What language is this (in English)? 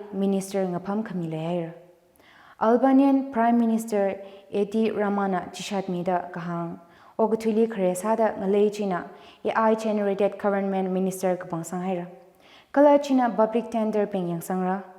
Tangkhul Naga (India)